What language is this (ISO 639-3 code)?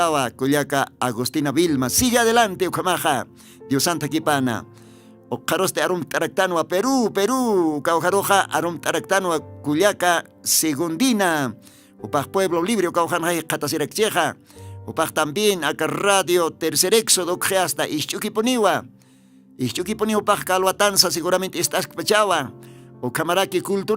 aym